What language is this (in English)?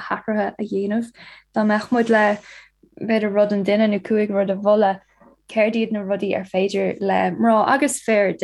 Irish